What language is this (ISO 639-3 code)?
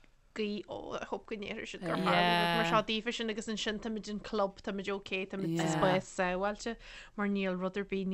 gle